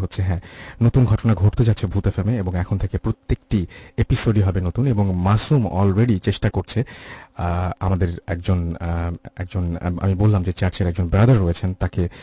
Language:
Bangla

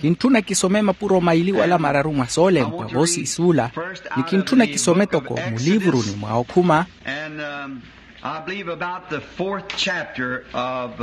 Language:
Makhuwa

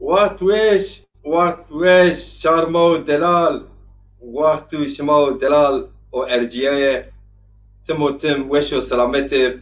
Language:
Zaza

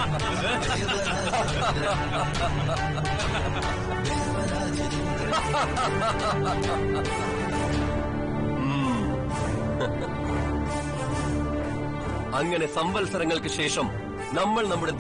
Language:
Malayalam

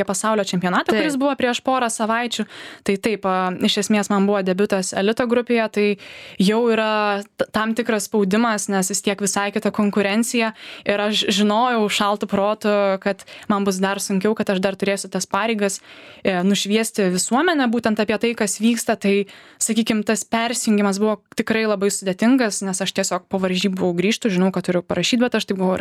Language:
Lithuanian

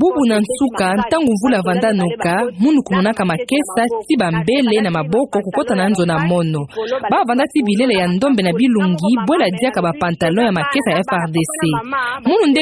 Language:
Kituba (Democratic Republic of Congo)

